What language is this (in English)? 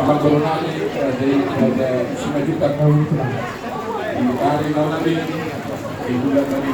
Batak Toba